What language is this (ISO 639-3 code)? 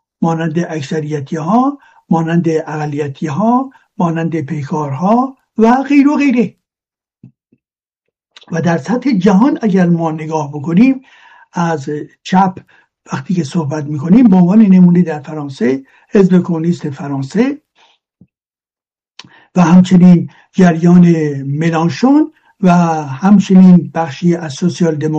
fas